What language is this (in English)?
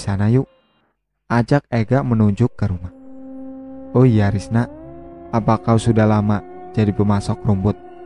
Indonesian